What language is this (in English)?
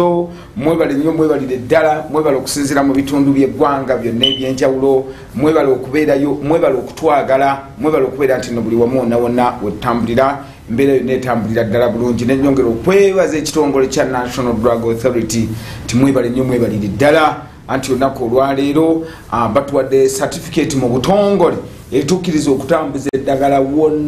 Ganda